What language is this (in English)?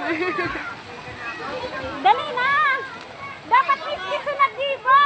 Bikol